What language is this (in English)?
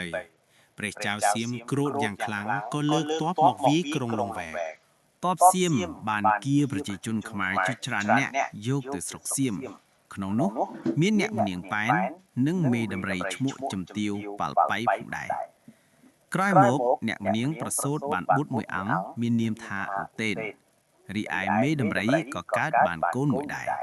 Khmer